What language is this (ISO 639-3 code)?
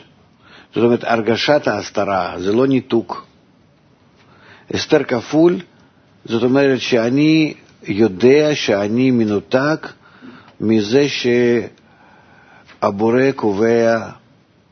heb